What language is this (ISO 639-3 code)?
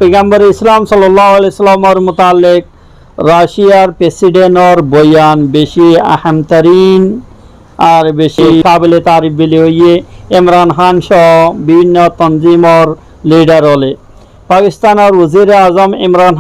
rhg